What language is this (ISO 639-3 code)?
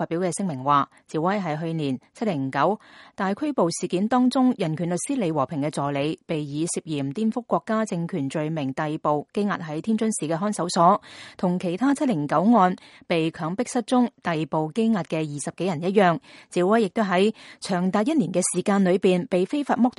yue